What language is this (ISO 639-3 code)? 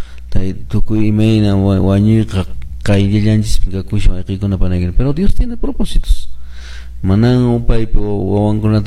que